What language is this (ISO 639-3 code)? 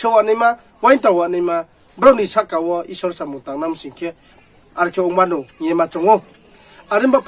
ria